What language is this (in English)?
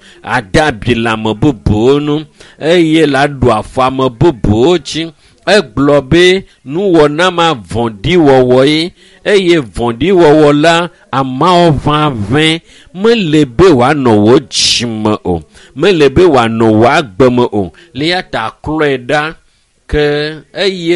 Ewe